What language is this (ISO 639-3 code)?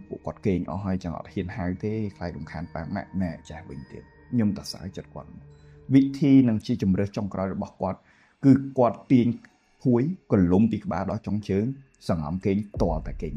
khm